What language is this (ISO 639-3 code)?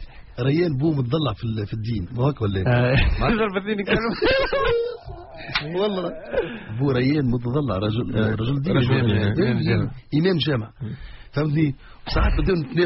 aeb